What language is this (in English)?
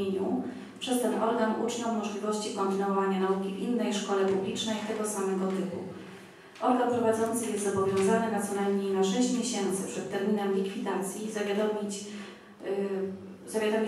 Polish